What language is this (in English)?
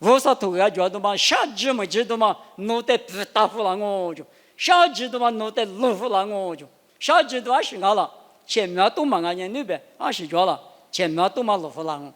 Lisu